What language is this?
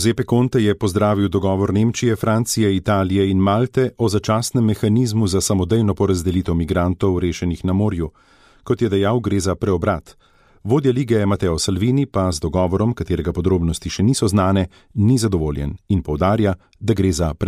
Slovenian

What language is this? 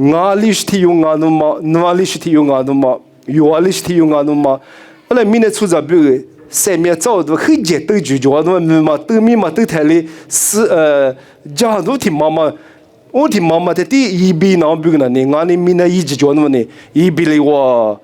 Lisu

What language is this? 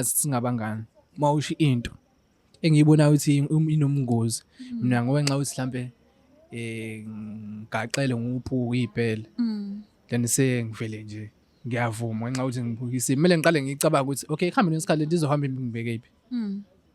Zulu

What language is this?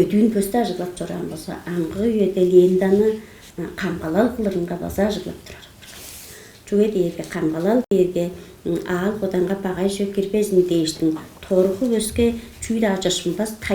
Tuvinian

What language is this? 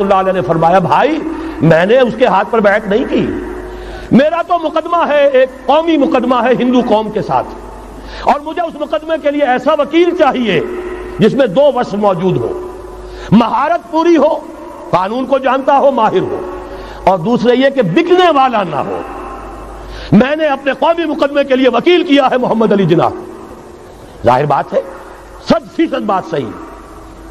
Urdu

